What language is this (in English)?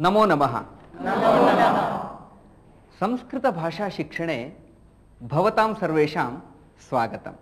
Sanskrit